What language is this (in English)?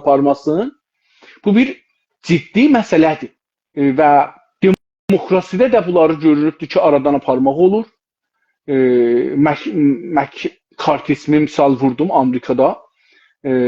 South Azerbaijani